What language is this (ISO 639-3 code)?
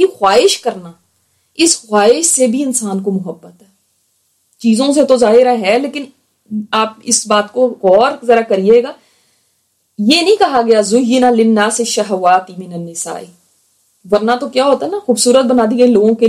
urd